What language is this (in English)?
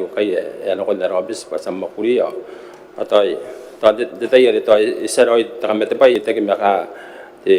Gilbertese